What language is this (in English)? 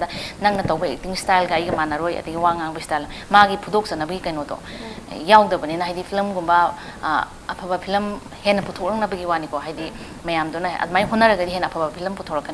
Manipuri